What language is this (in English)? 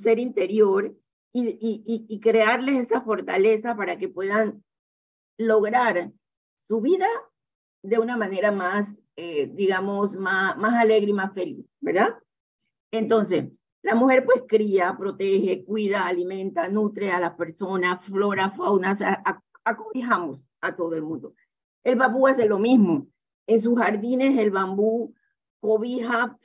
Spanish